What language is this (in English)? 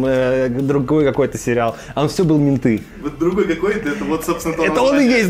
Russian